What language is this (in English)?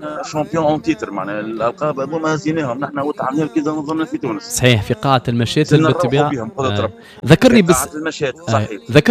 Tunisian Arabic